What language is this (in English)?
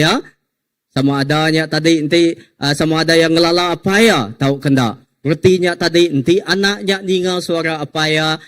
Iban